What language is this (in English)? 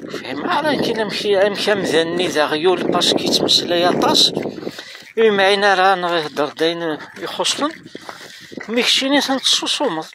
Kabyle